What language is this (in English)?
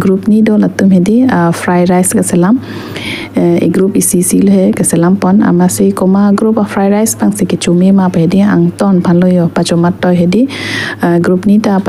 Karbi